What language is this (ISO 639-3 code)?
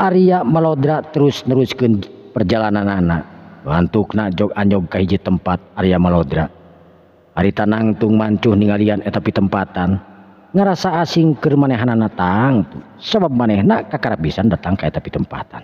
sun